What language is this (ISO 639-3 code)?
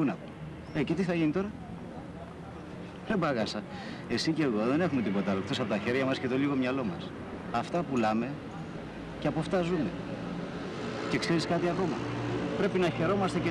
ell